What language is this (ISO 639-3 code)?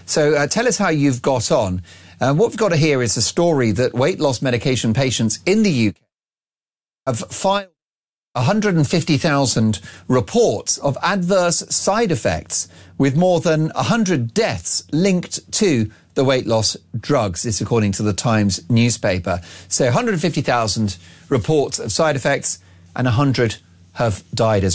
eng